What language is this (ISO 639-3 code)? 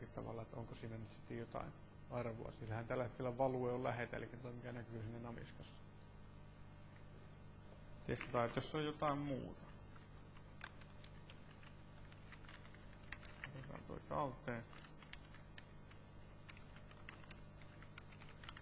fin